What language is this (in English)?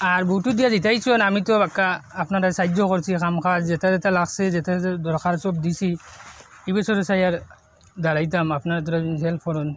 Sylheti